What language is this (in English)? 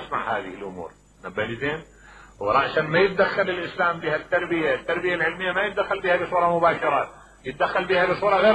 Mesopotamian Arabic